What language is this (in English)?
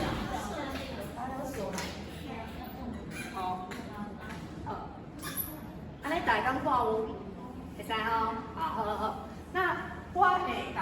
Min Nan Chinese